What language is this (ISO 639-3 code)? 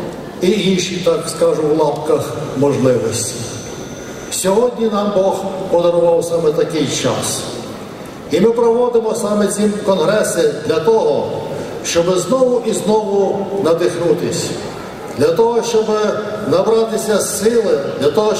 ukr